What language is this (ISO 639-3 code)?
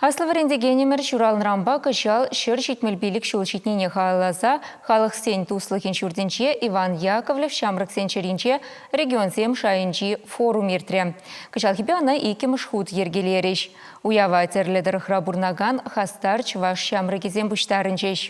chv